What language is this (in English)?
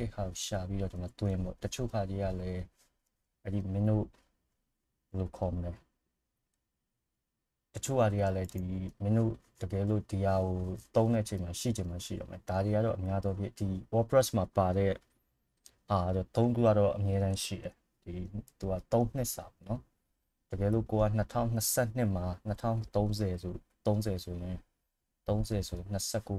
Burmese